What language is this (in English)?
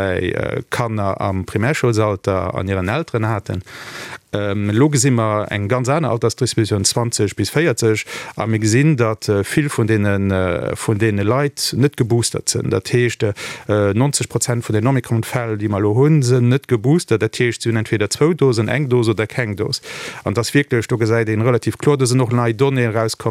Luxembourgish